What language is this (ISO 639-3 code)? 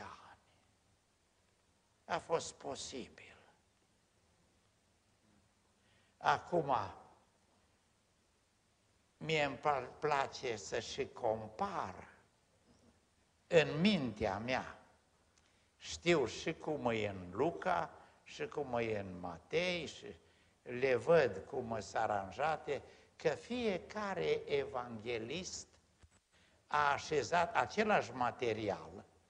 ron